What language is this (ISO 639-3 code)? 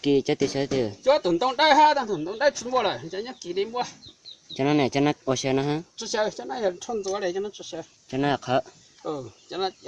hmn